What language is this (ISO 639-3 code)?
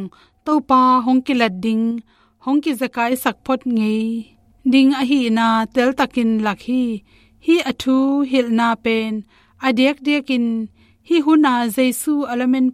ctd